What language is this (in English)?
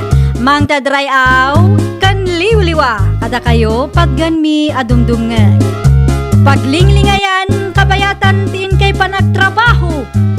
Iloko